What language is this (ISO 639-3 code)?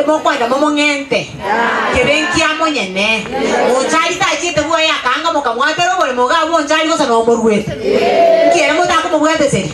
guz